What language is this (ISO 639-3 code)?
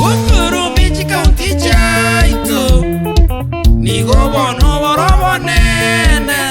guz